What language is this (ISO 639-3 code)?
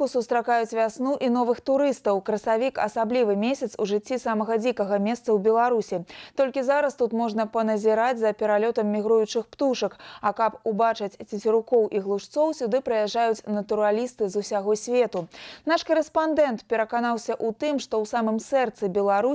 bel